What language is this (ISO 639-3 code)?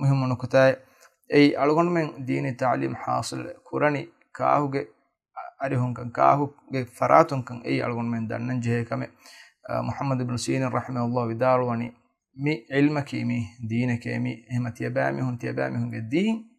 div